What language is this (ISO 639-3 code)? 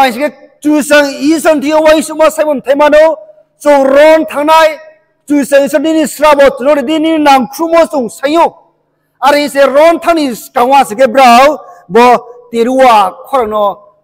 ria